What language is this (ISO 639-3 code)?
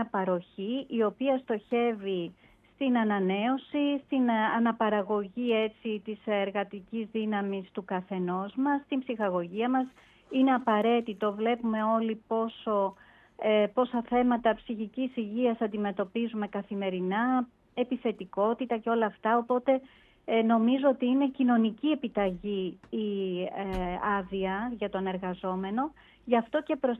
ell